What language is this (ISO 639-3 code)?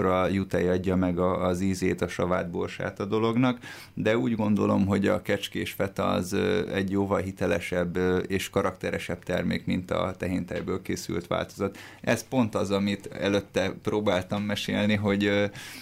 hun